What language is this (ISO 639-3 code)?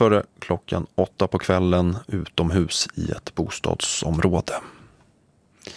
swe